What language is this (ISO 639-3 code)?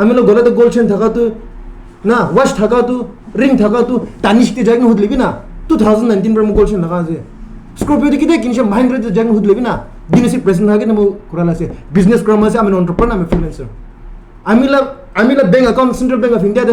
nag